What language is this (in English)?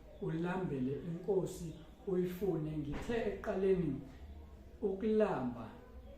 Zulu